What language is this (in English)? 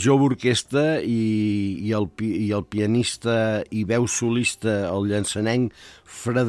Catalan